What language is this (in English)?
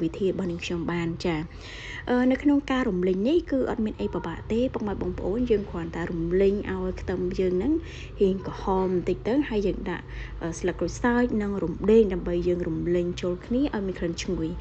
Khmer